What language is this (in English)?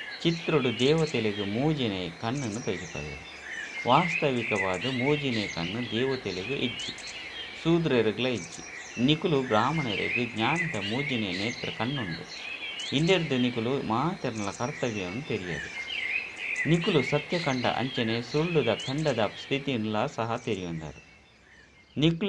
Tulu